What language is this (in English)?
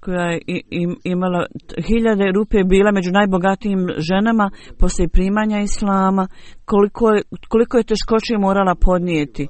Bosnian